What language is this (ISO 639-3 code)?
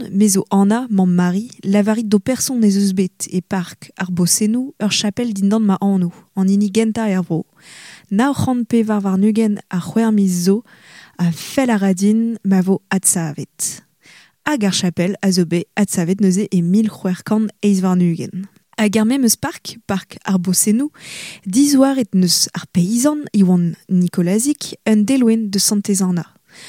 bre